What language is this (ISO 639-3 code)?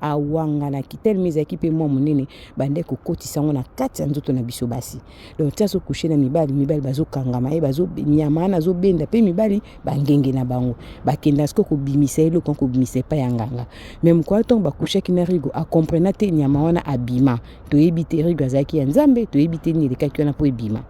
lin